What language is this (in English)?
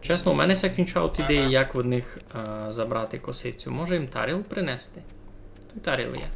Rusyn